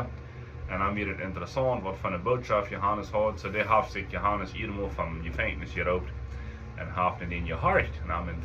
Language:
Plautdietsch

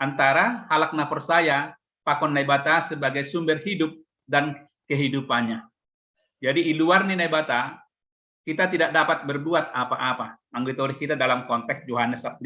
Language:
Batak Simalungun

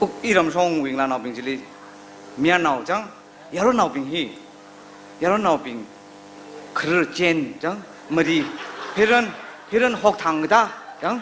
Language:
Tangkhul Naga (India)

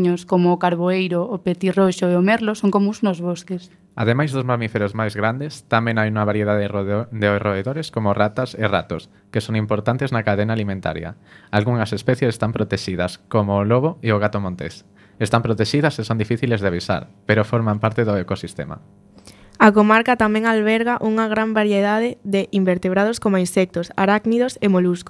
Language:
Galician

